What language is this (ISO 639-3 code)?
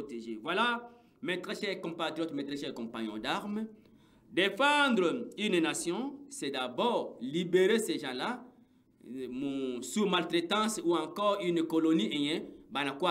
swa